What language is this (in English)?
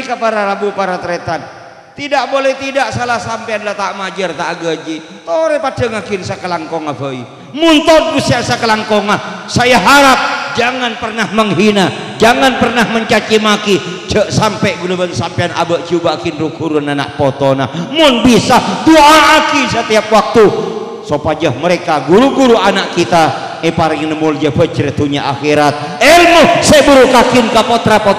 Madurese